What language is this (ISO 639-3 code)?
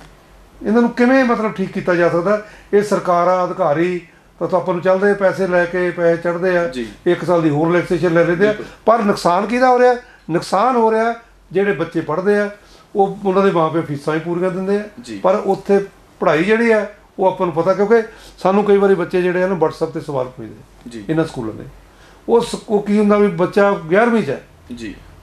pan